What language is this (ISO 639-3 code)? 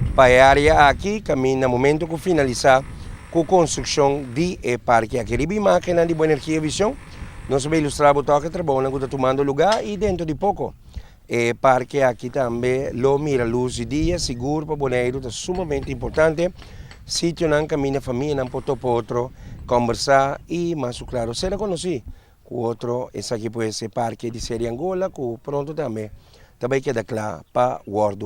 pap